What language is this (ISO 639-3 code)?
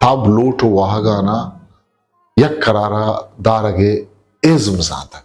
bgp